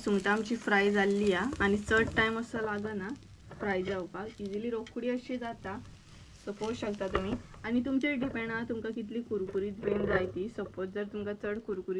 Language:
Konkani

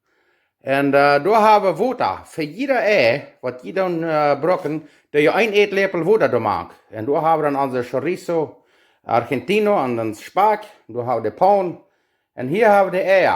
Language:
Plautdietsch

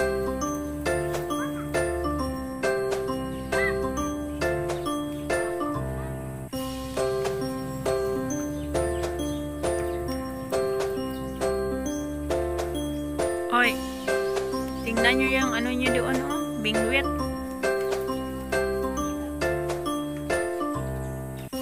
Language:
Filipino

